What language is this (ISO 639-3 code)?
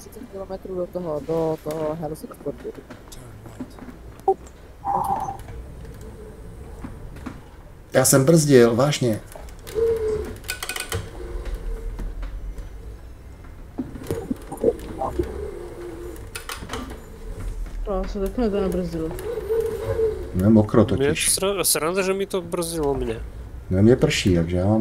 ces